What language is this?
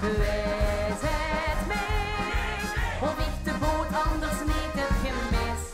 Limburgish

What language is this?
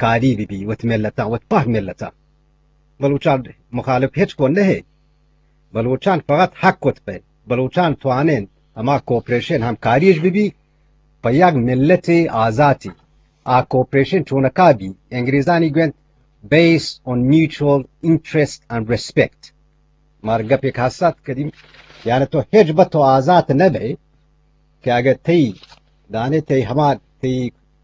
Eastern Balochi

